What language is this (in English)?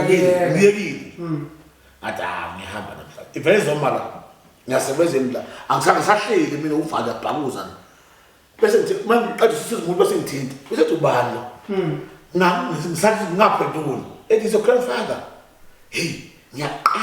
Zulu